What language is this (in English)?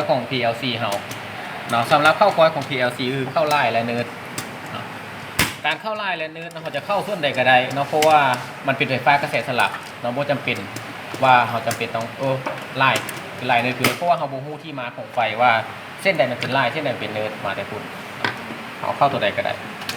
Lao